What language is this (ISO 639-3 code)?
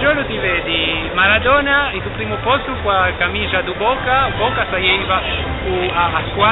lij